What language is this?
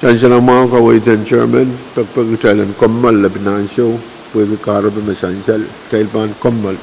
Pohnpeian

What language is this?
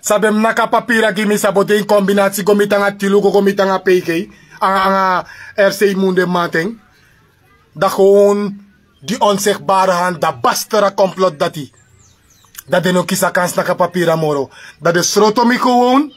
Sranan Tongo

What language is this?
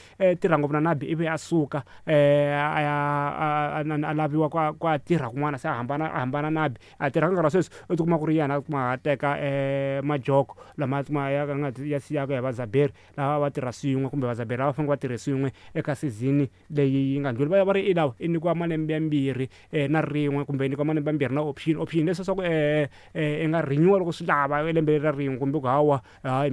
Tsonga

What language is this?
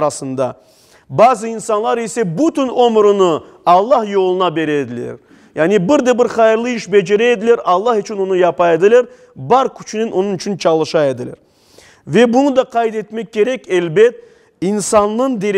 Crimean Tatar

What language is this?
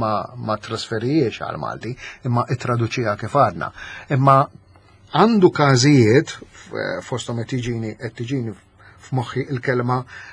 Maltese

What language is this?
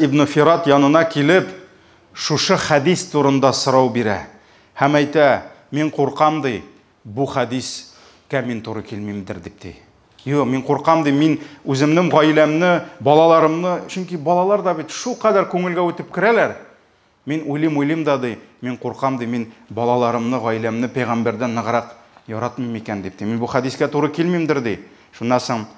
Tatar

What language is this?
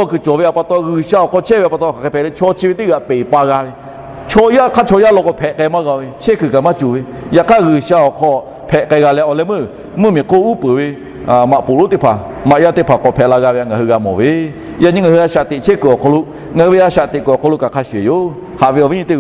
Lahu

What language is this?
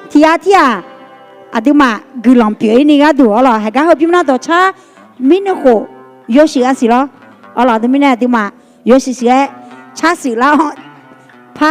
Akha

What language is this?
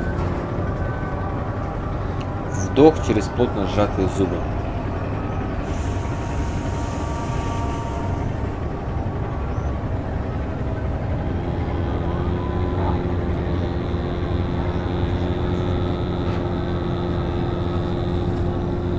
Russian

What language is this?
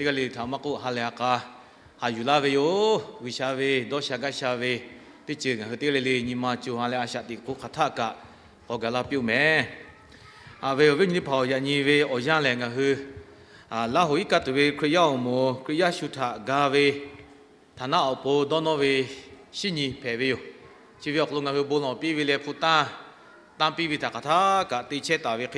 Lahu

